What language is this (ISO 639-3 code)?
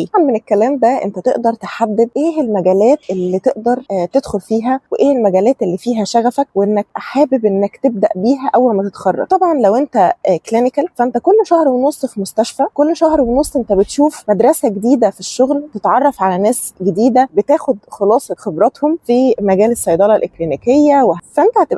arz